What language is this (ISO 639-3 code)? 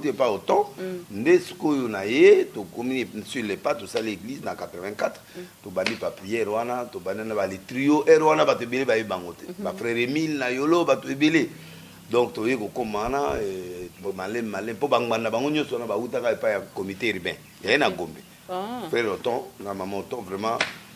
lin